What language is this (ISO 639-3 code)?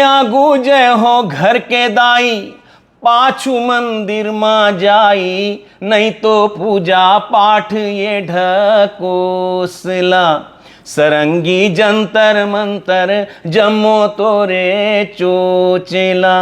hne